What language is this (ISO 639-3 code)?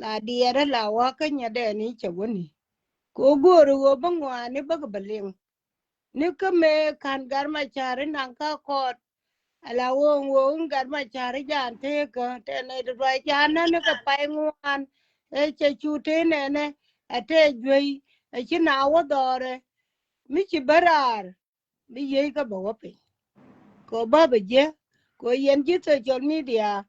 nus